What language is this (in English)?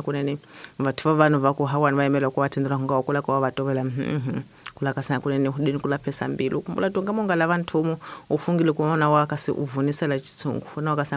Tsonga